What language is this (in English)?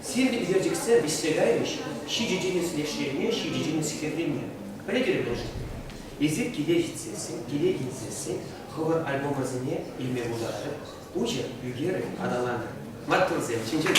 Chuvash